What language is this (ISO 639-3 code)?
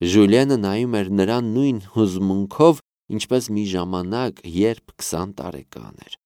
hye